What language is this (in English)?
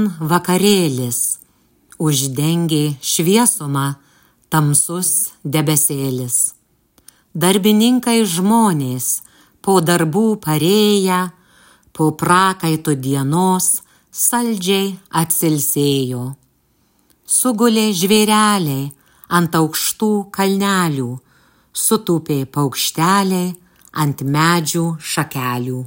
Lithuanian